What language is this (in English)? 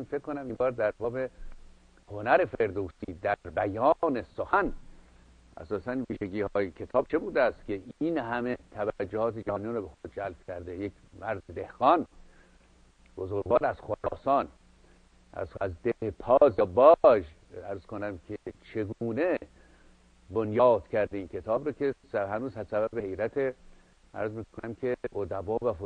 Persian